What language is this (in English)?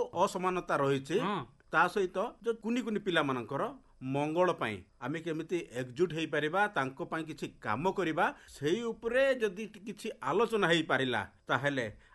Odia